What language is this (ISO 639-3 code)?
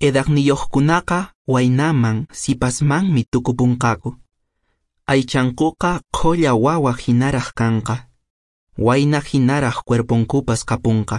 que